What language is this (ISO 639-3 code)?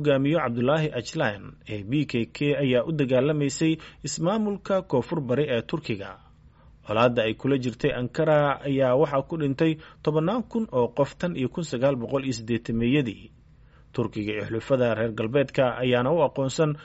som